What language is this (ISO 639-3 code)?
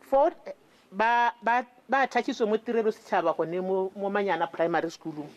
tsn